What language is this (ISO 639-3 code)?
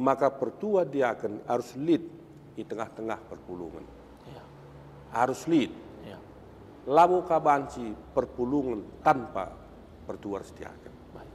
btx